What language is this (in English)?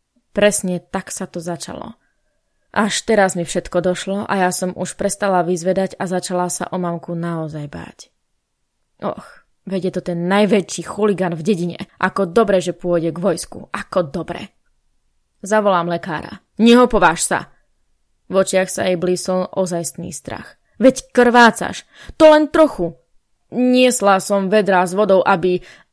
Slovak